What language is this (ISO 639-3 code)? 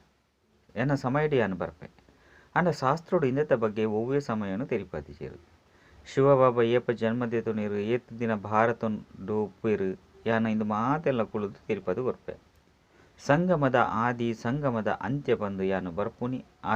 tcy